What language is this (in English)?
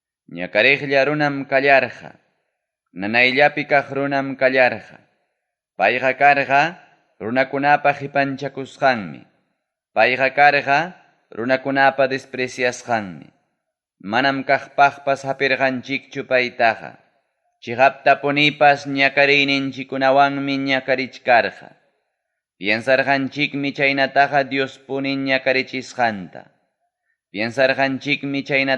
Ayacucho Quechua